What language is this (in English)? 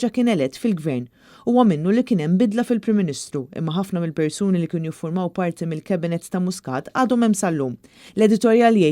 Maltese